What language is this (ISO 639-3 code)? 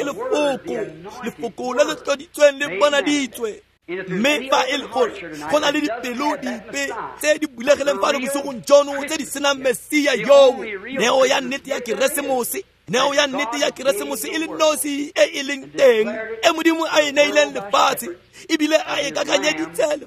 tsn